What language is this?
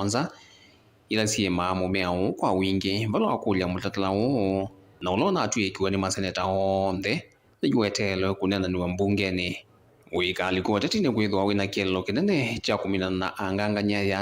Kamba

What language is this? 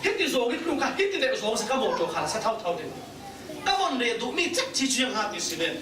Falam Chin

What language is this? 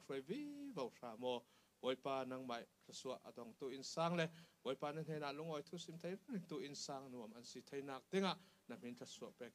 Falam Chin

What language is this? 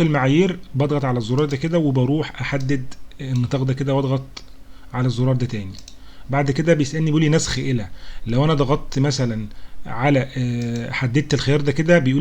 Egyptian Arabic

